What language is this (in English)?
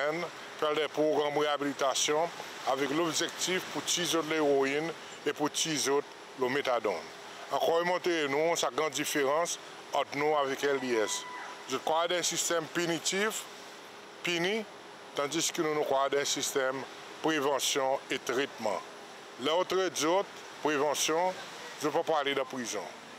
Seselwa Creole French